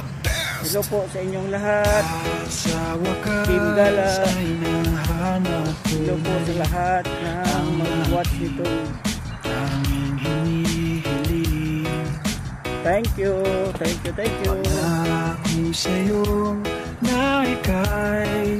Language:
Filipino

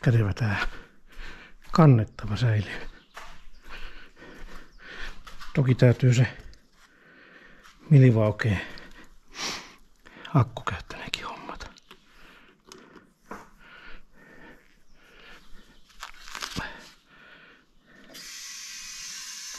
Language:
Finnish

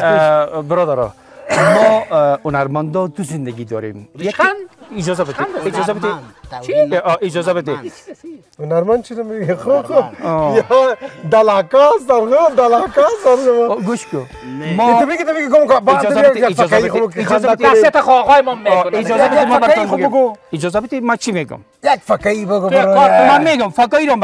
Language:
Persian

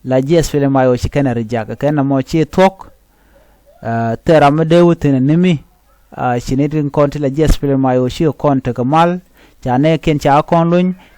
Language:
Nuer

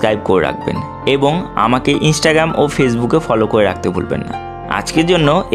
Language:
Bangla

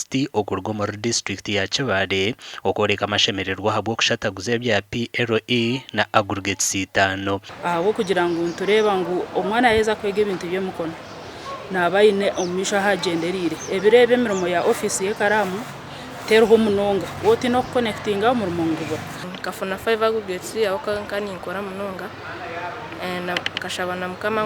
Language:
Nyankole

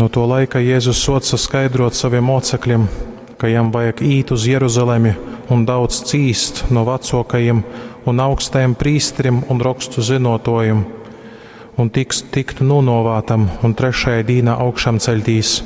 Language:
Latgalian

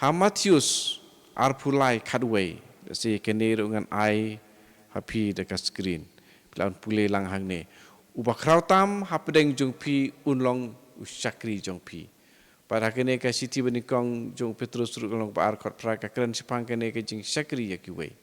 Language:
Khasi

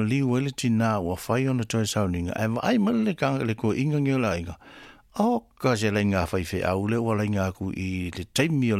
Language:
Samoan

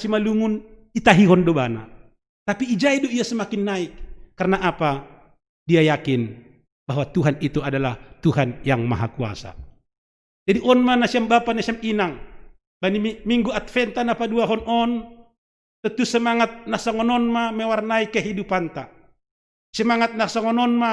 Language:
Batak Simalungun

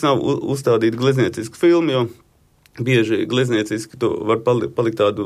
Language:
Latvian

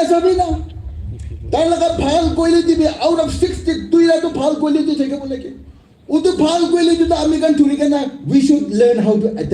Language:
Naga Pidgin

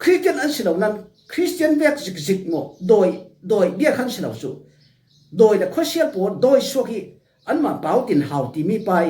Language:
Falam Chin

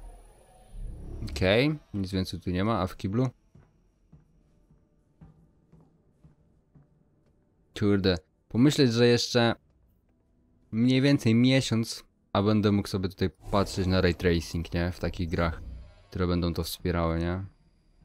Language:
Polish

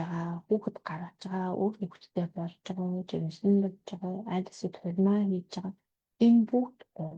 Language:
Mongolian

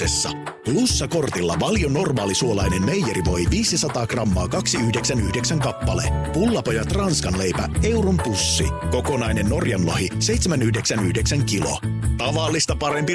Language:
Finnish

